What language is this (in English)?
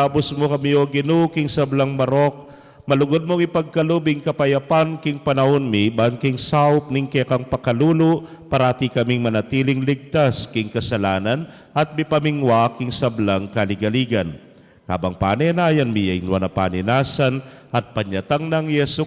Pampanga